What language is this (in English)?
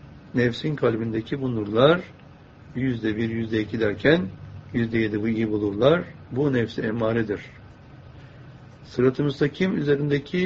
Turkish